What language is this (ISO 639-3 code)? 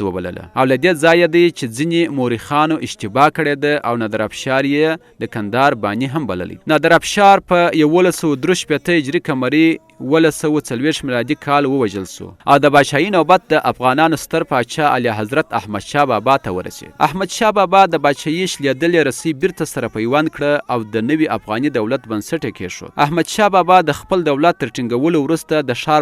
pus